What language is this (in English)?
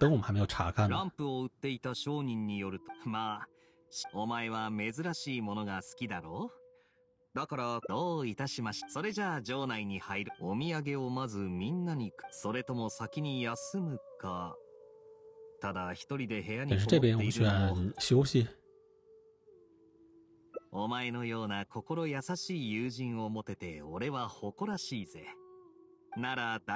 Japanese